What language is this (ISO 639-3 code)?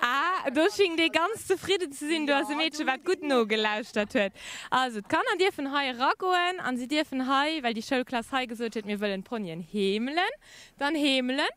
ltz